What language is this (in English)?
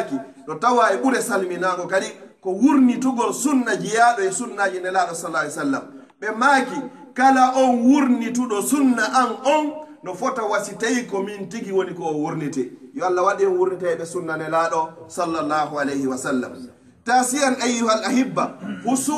Pular